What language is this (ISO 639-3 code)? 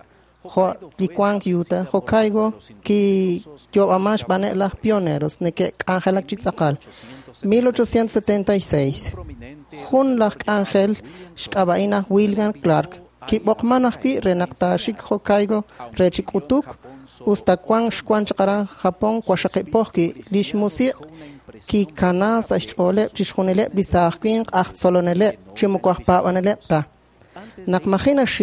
kek